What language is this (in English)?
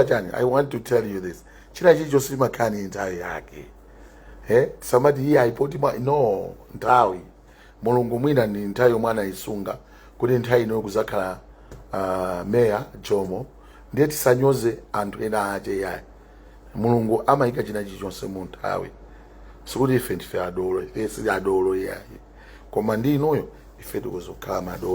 Nyanja